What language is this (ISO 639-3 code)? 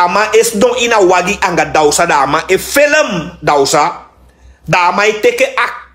srn